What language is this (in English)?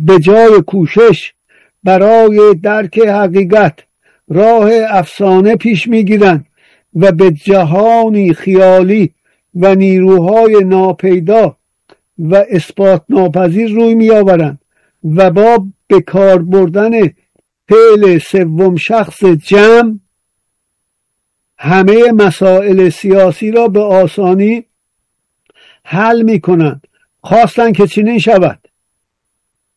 Persian